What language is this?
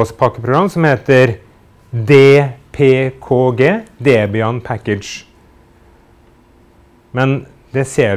Norwegian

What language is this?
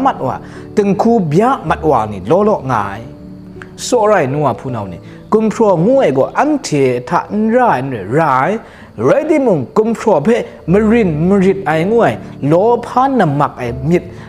Kachin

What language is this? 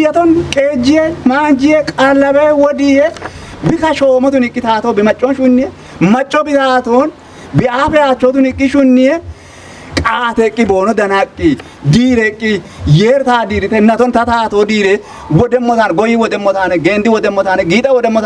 Kafa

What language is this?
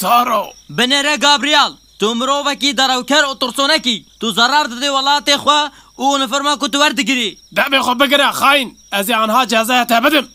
Kurdish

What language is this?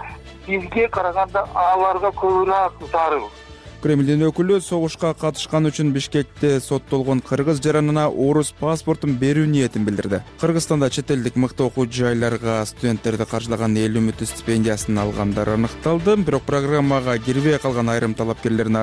Kyrgyz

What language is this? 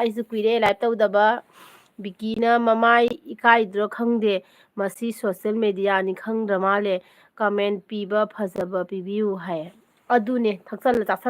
Manipuri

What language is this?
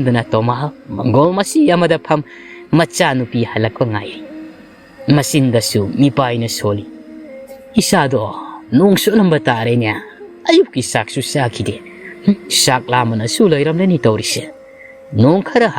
Manipuri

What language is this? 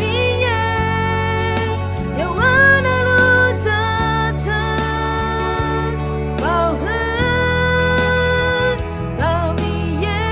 Akha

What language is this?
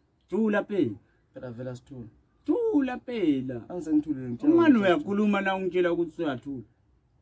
Zulu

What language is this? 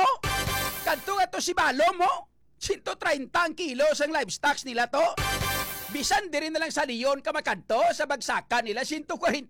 Hiligaynon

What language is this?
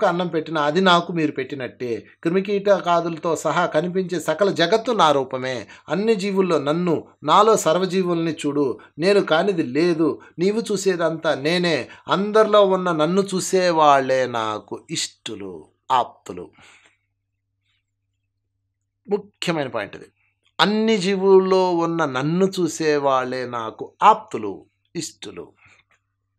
Telugu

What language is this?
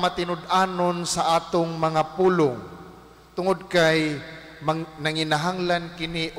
Cebuano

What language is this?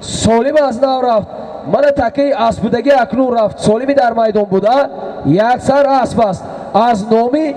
Tajik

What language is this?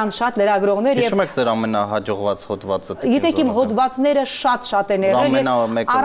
Armenian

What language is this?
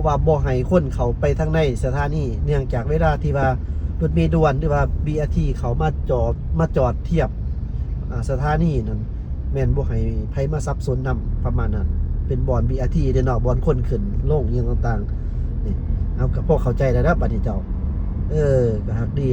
Lao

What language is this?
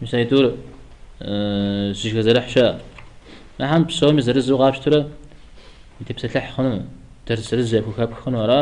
Kabardian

